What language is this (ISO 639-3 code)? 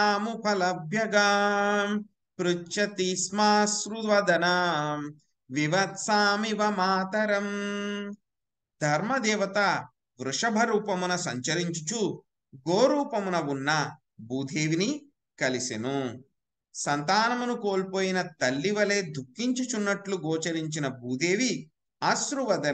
tel